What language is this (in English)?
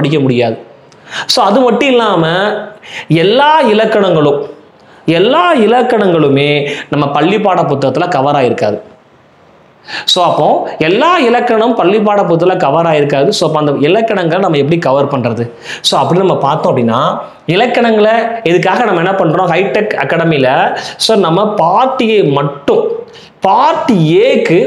Tamil